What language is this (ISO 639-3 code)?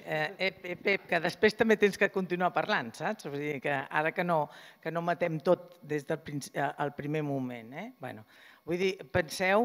cat